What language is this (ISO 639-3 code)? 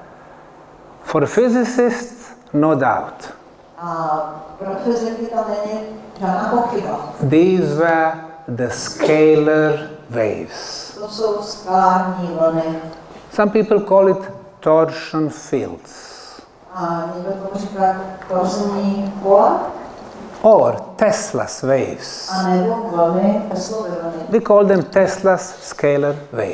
ces